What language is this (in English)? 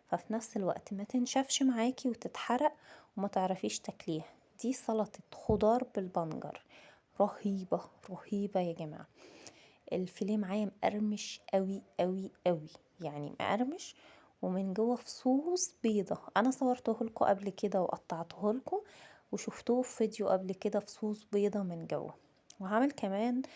Egyptian Arabic